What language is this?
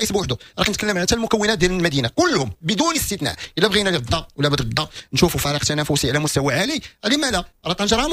Moroccan Arabic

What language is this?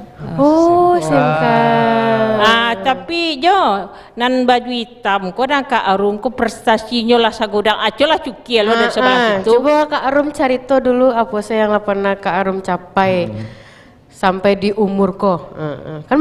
Minangkabau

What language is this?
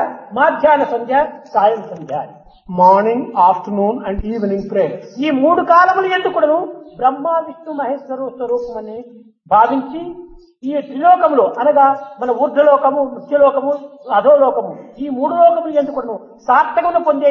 Telugu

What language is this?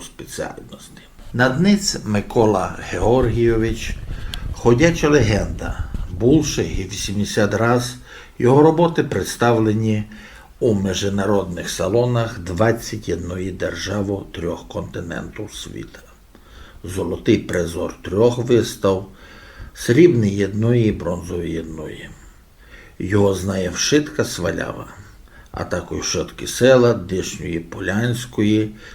Rusyn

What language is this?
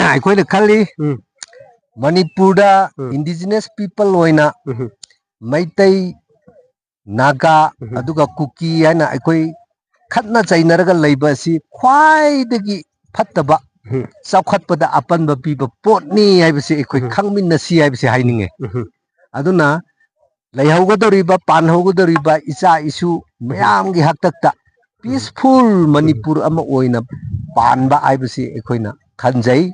Manipuri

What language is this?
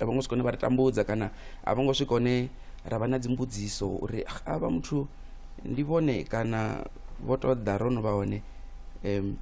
Venda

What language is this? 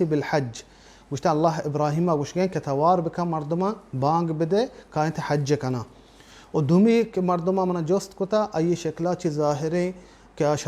Baluchi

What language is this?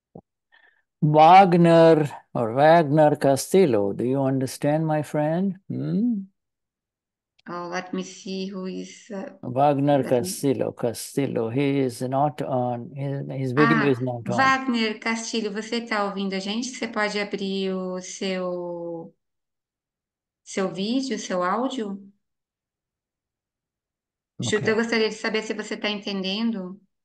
English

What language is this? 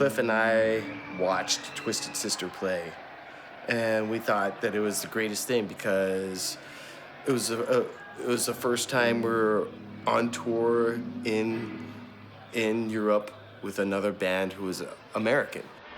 Western Frisian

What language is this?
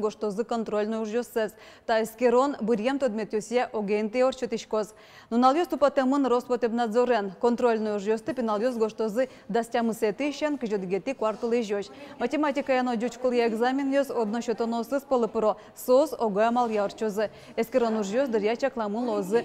Udmurt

